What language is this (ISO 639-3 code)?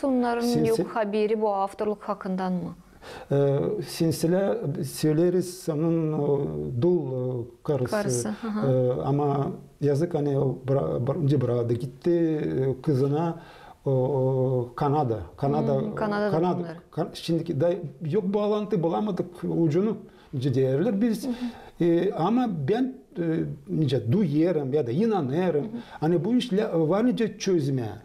gag